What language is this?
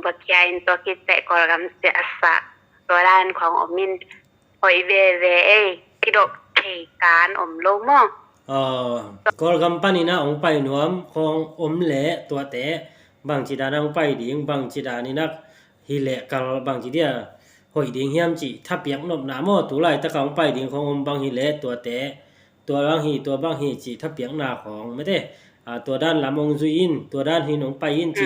Tedim Chin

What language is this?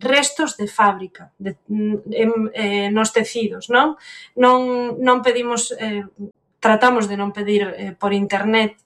Galician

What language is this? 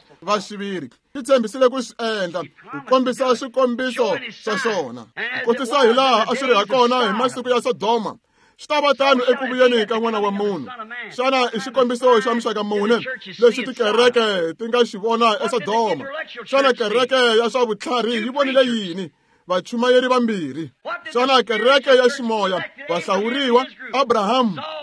Tsonga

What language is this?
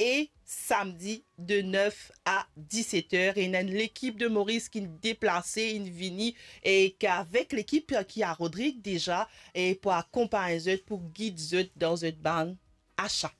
Morisyen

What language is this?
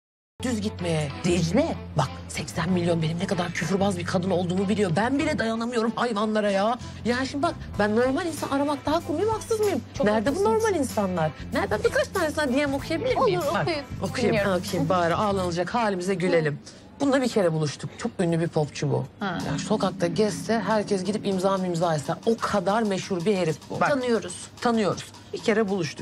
Turkish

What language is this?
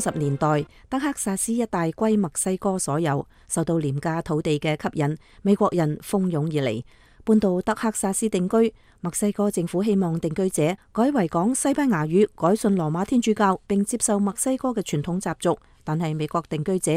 Cantonese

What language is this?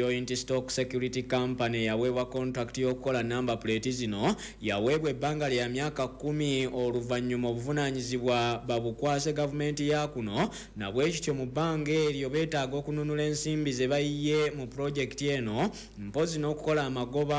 Ganda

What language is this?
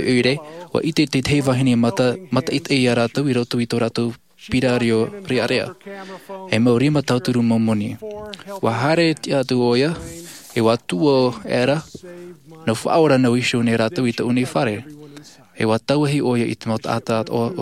Tahitian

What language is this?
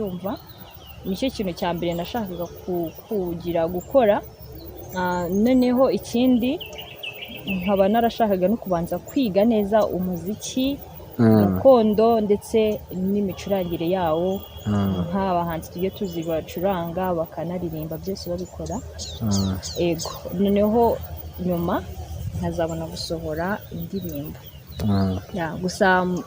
Kinyarwanda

